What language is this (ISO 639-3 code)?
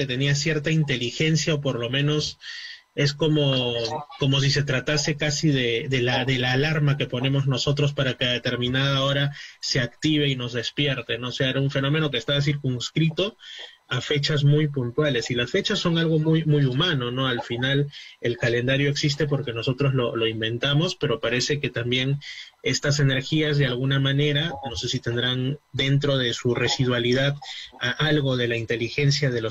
spa